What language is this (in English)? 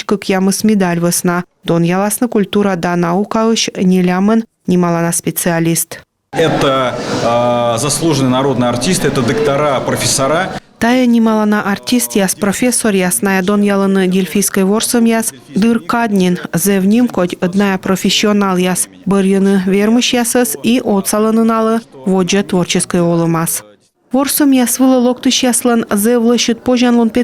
Komi